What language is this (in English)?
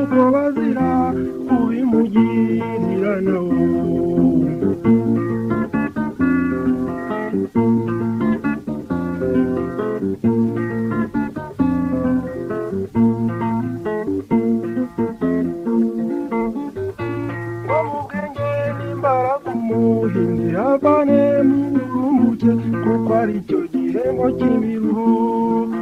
Kinyarwanda